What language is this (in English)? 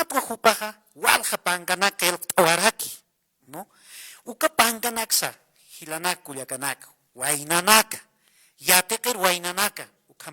Aymara